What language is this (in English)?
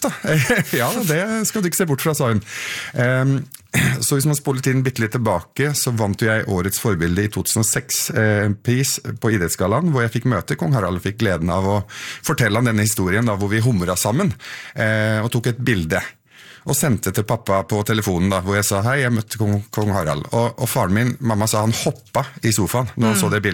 Norwegian